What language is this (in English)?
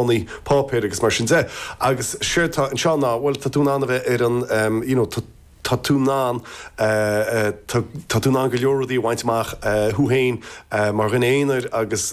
Irish